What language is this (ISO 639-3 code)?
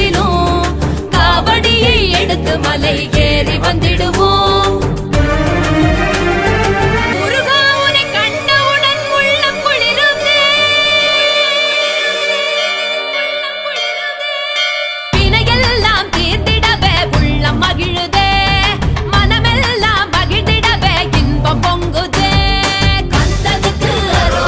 tam